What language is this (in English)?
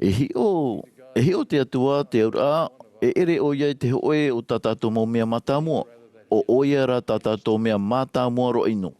Tahitian